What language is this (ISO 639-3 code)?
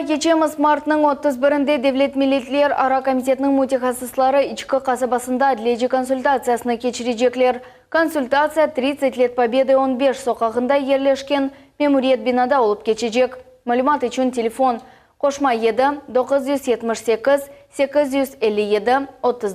crh